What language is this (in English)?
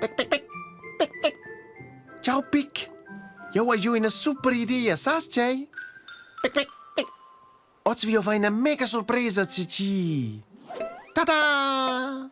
Romansh